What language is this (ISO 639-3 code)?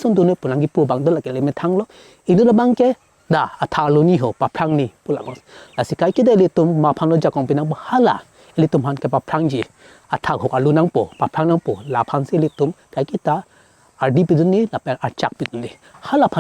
mjw